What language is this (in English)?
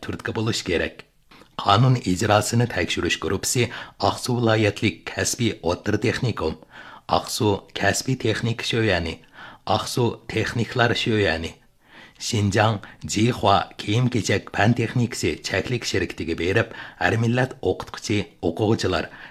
Uyghur